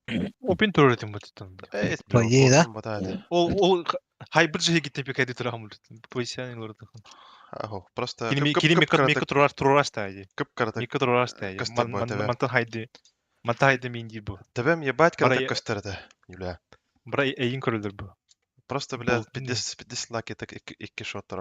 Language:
Yakut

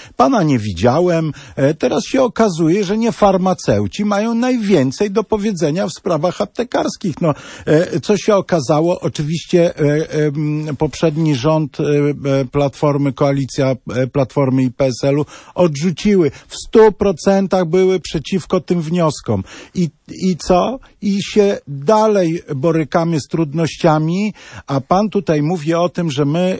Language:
Polish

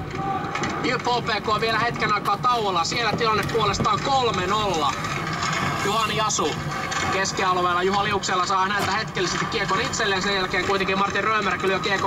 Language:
Finnish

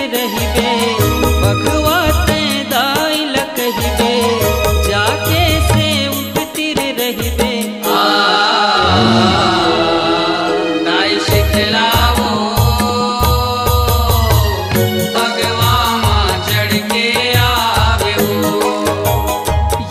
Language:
Chhattisgarhi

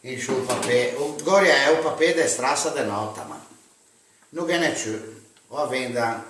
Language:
Ligurian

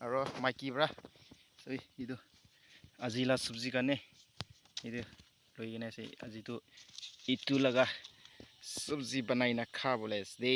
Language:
Naga Pidgin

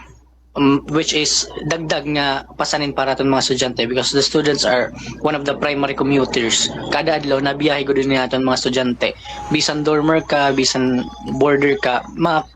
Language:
Waray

